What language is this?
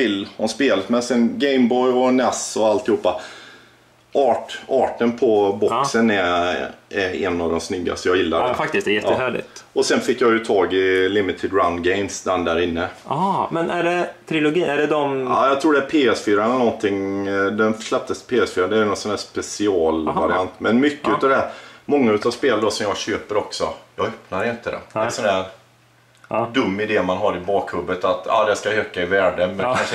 Swedish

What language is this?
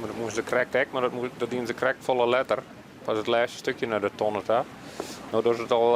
Western Frisian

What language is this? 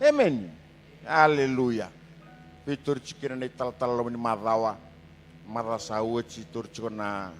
Fijian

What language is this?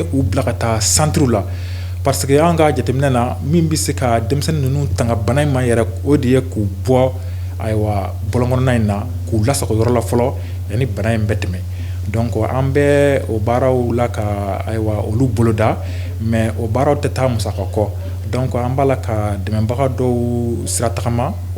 Bambara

